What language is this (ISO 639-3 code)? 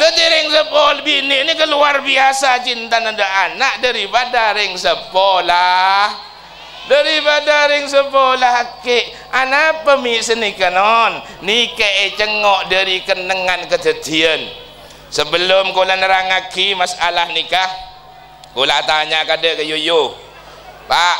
mad